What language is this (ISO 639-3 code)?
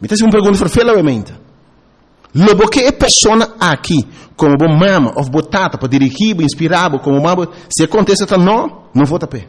pap